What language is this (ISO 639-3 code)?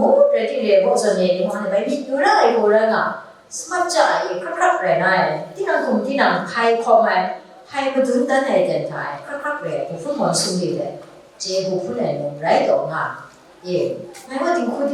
kac